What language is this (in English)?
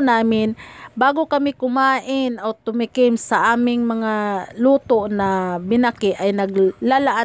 Filipino